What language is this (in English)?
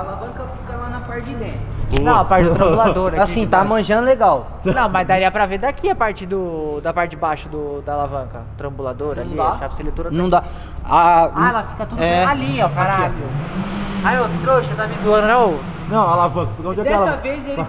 Portuguese